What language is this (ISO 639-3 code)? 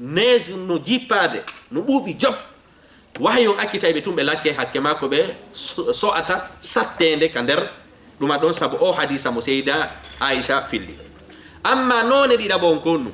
ful